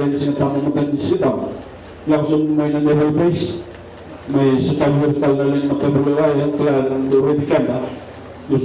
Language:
Fijian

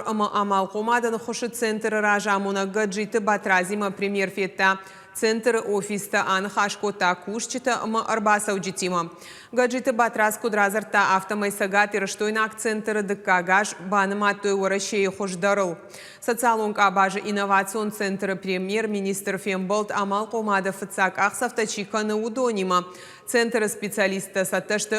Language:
Ossetic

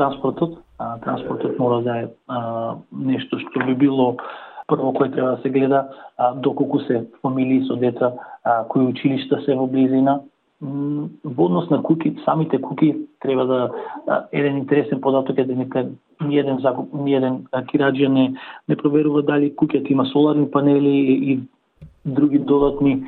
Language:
Macedonian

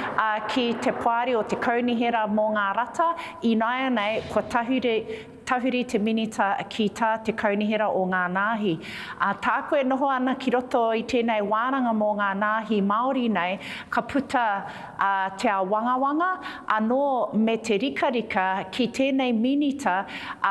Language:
Māori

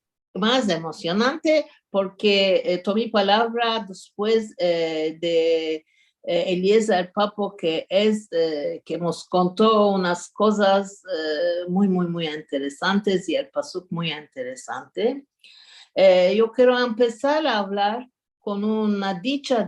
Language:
Ladino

